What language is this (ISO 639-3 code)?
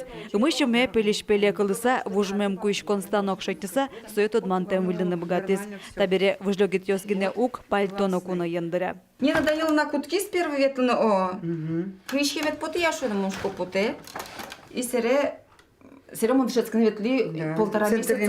udm